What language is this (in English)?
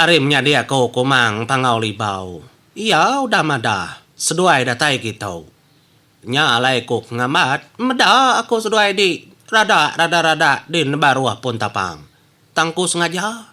Iban